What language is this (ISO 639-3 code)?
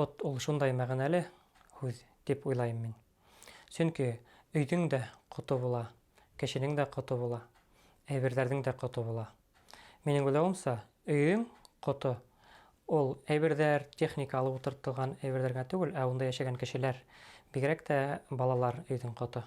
bak